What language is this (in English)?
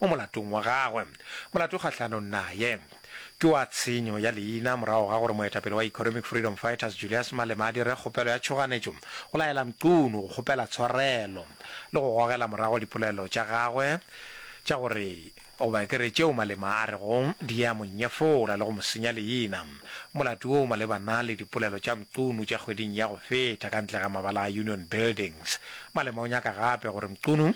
Northern Sotho